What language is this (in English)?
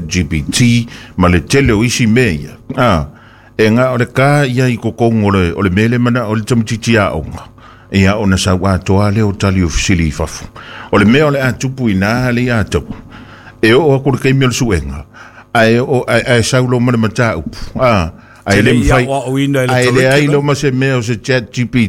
Samoan